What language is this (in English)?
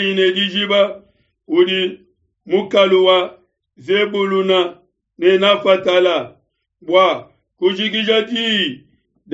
Luba-Lulua